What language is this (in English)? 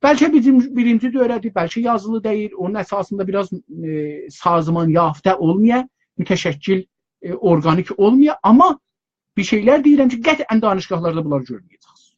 South Azerbaijani